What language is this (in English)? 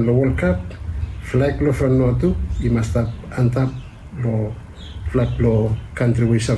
Bislama